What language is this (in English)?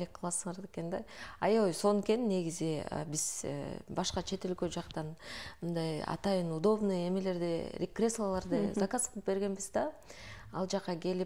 Kyrgyz